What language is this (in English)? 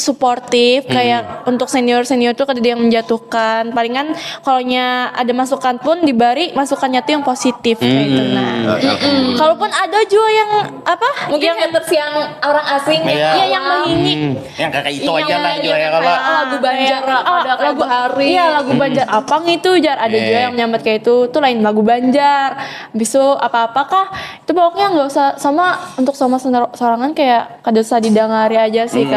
Banjar